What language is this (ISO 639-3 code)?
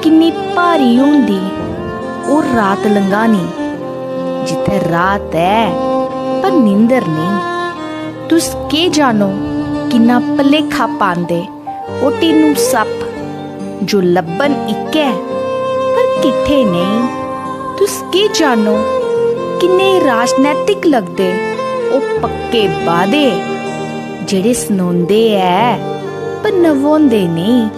doi